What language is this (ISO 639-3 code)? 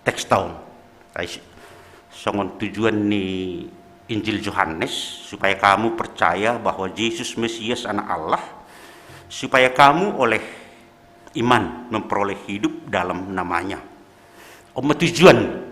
bts